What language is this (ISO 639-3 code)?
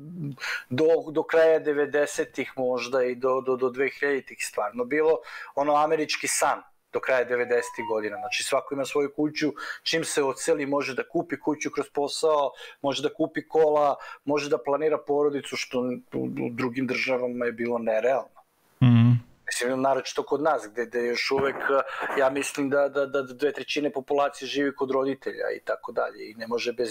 srp